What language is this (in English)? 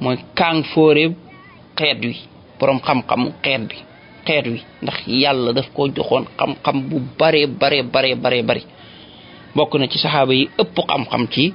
Wolof